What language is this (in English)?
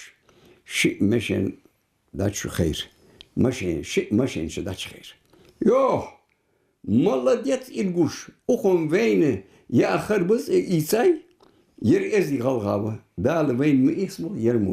Ingush